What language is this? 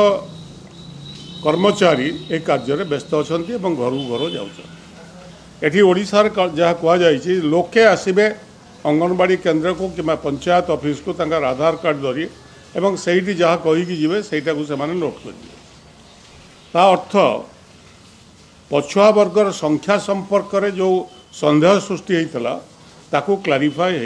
Odia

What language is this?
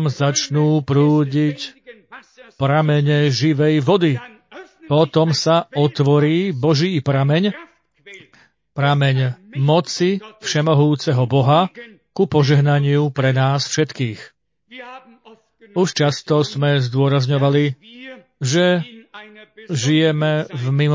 Slovak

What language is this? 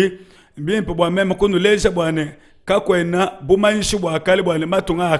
Luba-Lulua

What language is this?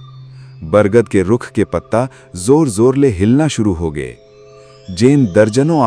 Chhattisgarhi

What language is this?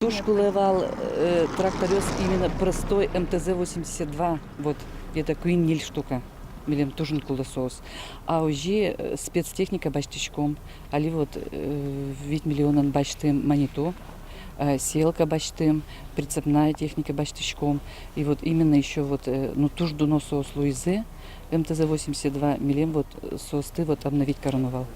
Udmurt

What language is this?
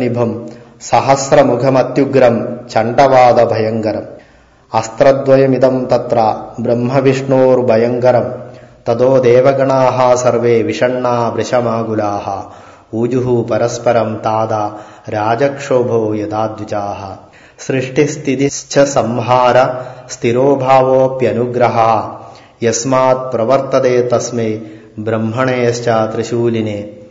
Sanskrit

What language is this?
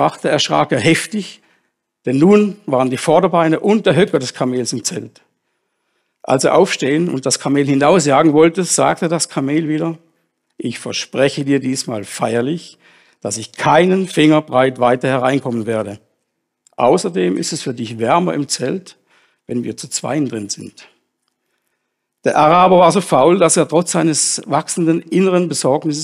German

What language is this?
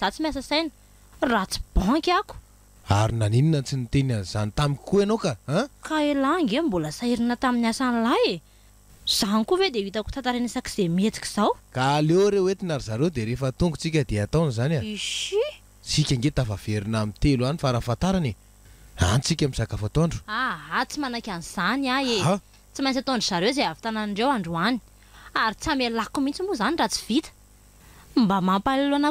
Malagasy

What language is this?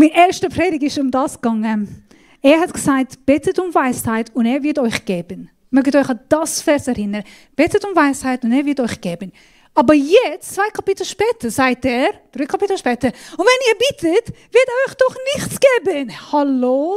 Swiss German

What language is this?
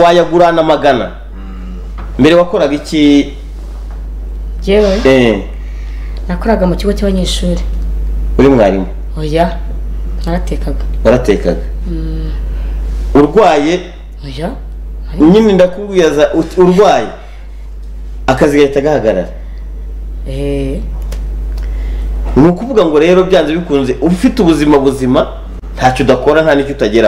Kinyarwanda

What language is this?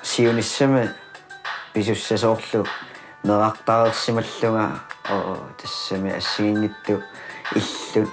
Kalaallisut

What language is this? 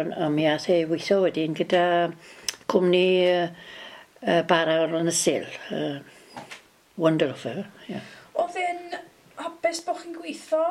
Welsh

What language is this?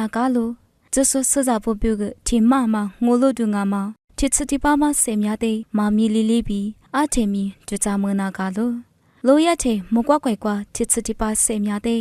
Lisu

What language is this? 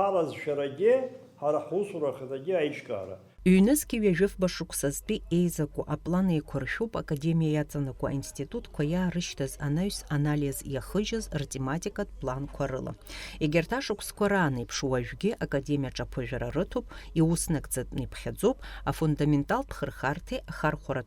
Abkhazian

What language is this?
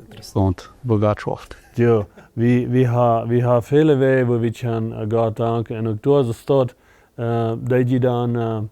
Plautdietsch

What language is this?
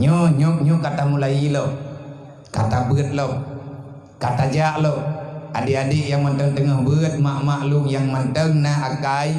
Achinese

